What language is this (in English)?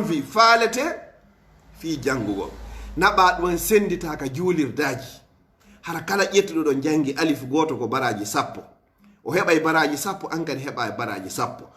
Fula